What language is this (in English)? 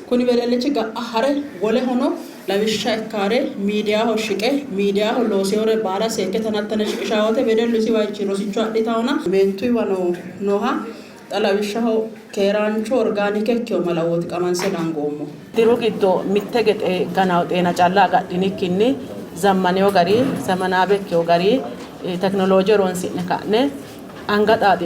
Sidamo